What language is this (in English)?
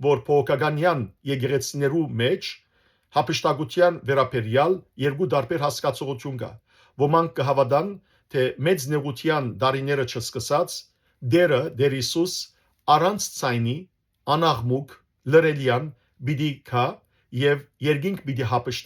Western Armenian